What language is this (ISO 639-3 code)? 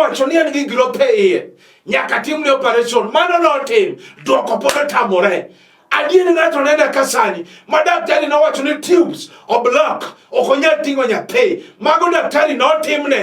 luo